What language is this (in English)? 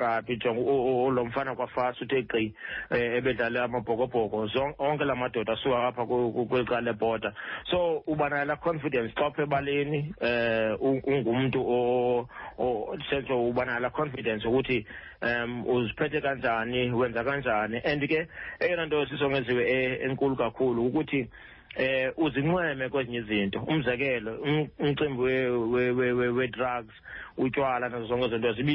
Xhosa